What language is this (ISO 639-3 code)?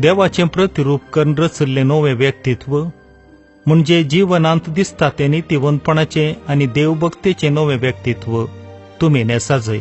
kok